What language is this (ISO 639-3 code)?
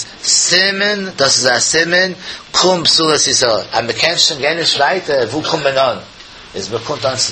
yid